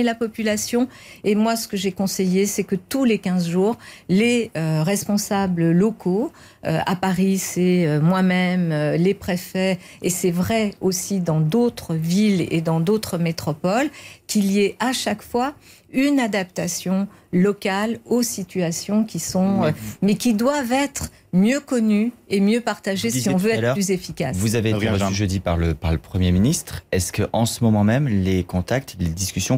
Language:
French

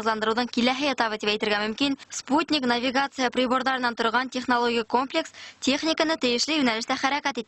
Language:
Bashkir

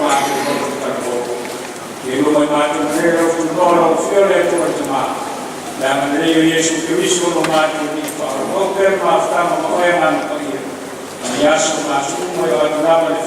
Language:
Samoan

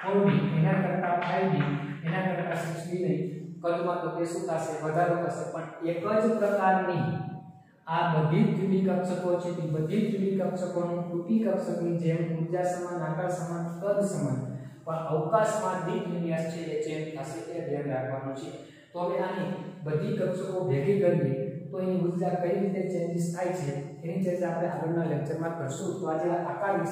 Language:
Gujarati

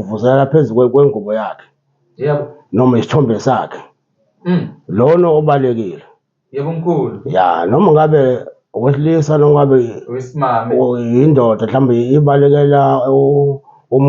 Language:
Zulu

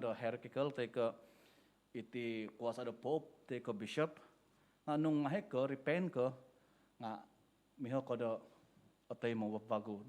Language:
Central Dusun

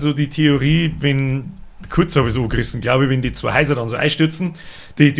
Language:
Bavarian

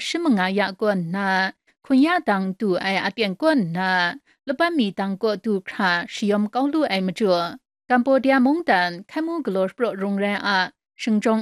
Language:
Kachin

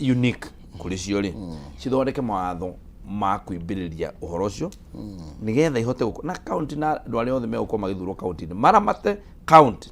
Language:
Kikuyu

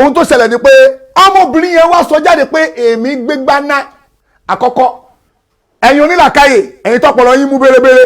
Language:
Yoruba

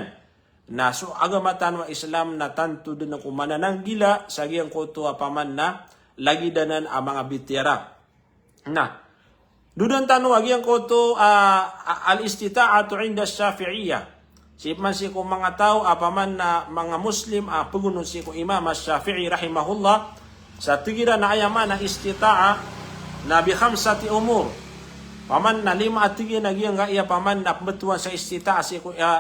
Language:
Maranao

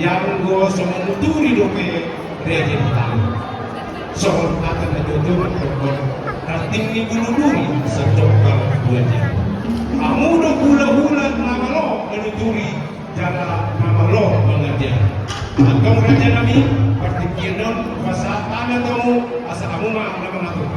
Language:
Batak Toba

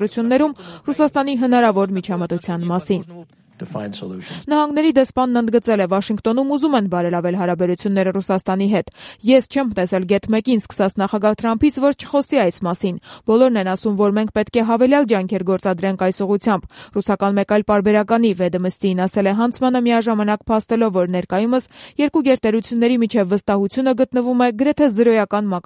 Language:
Armenian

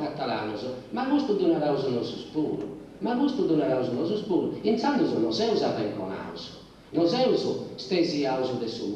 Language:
Sardinian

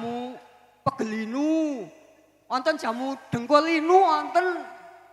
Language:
Javanese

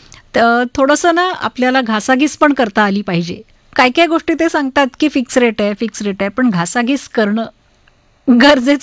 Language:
Marathi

